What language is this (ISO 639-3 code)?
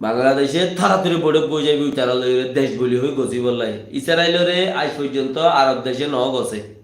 rhg